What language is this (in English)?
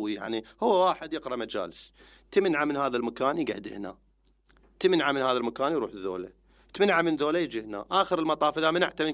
Mesopotamian Arabic